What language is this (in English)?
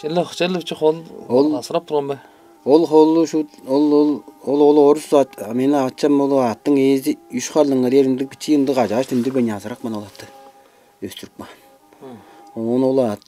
Tuvinian